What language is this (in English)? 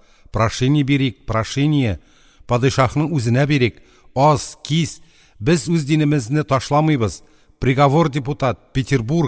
Tatar